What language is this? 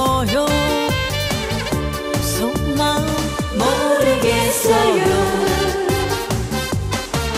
Korean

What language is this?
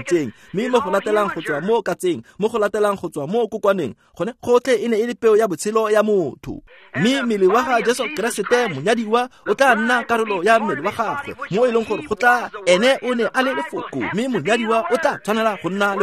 Tswana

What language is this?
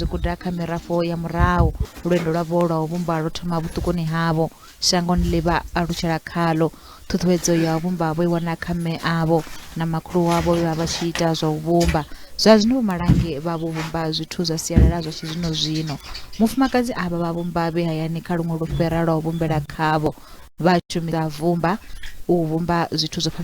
Venda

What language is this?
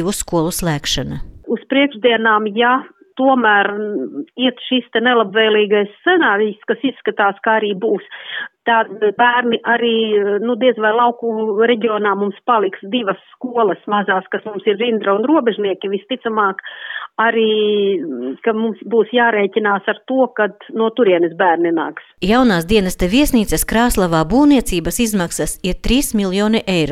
Latvian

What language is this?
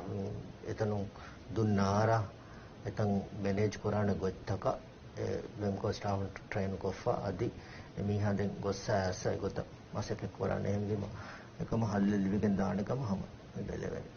Divehi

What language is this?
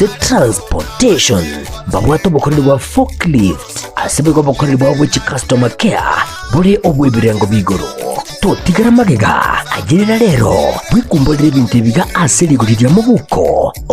Gusii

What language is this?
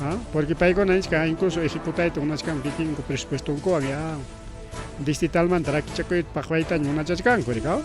Ayacucho Quechua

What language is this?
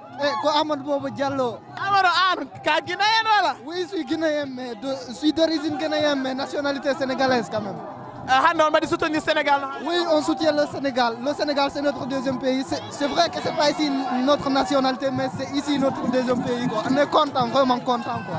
Fula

